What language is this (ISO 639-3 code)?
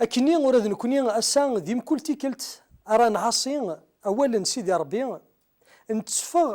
kab